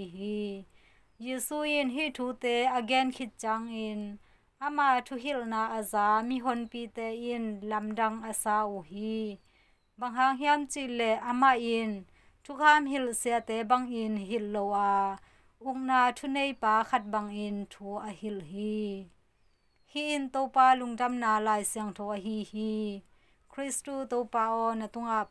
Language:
Tedim Chin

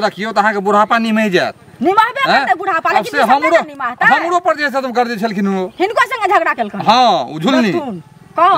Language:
Maithili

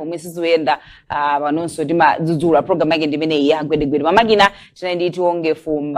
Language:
Nyanja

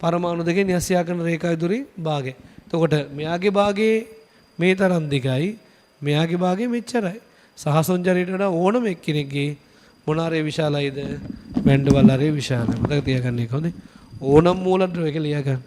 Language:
Sinhala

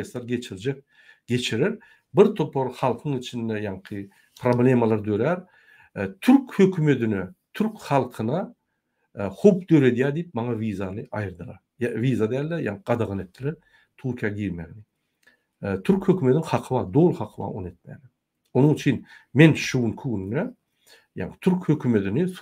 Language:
Turkmen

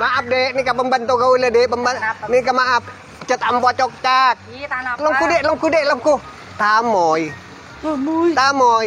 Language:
Madurese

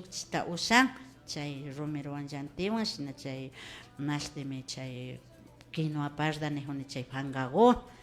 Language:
Imbabura Highland Quichua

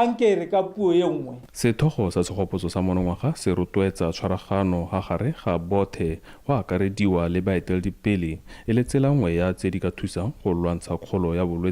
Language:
Tswana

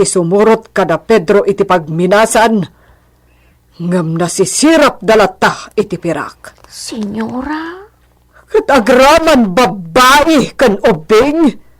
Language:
Iloko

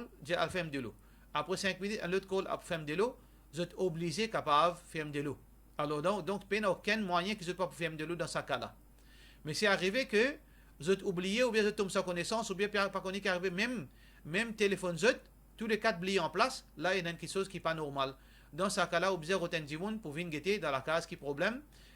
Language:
Morisyen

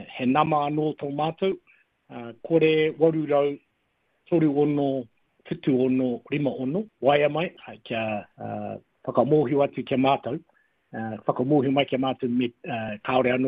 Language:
Māori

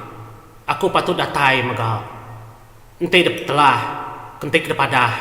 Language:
Iban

